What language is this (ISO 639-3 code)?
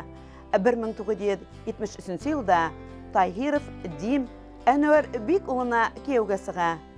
bak